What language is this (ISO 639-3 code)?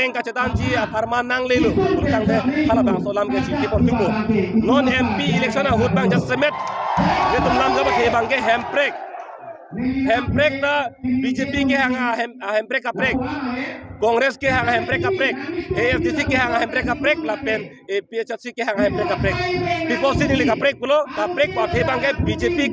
mjw